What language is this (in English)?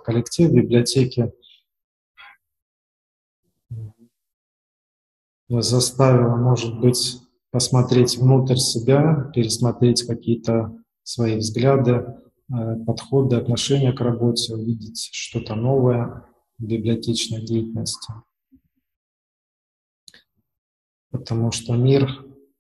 Russian